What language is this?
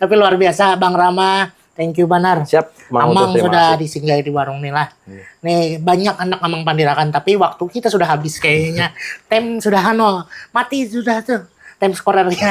Banjar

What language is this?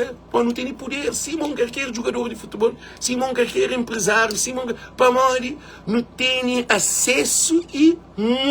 Kabuverdianu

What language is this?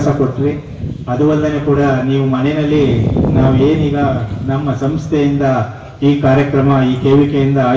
Kannada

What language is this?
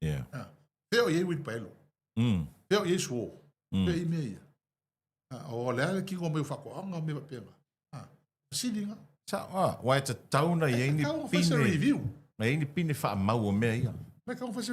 Samoan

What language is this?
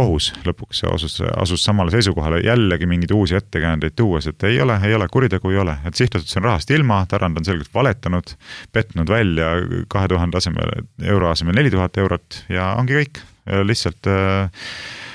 Estonian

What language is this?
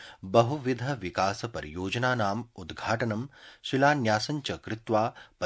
Sanskrit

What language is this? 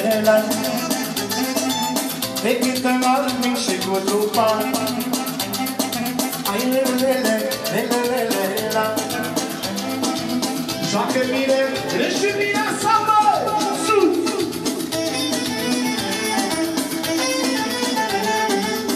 Romanian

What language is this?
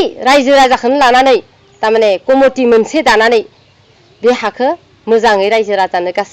Bodo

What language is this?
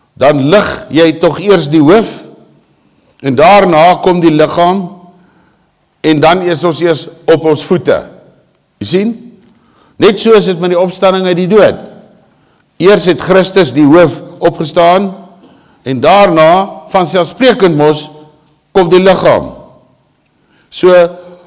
Afrikaans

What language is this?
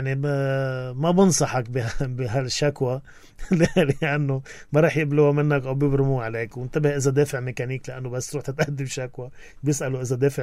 North Levantine Arabic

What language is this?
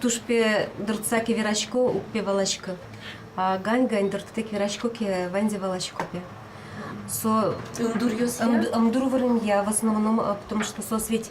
Udmurt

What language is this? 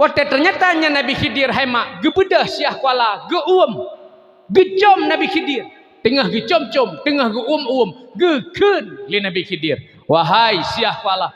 Achinese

